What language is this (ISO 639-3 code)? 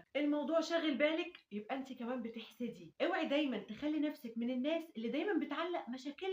arz